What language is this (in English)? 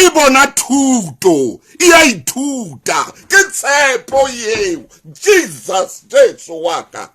Southern Sotho